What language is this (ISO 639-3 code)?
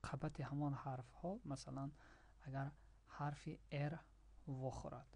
tgk